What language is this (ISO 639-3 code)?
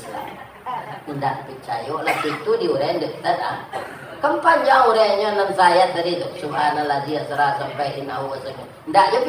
min